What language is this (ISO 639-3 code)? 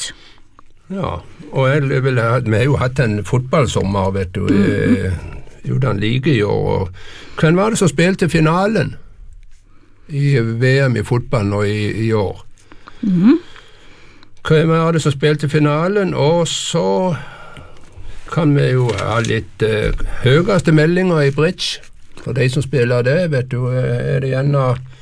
nor